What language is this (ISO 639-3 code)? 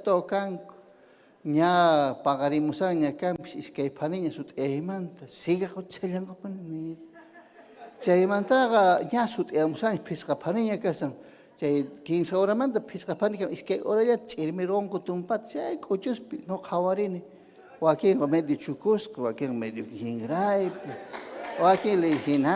quy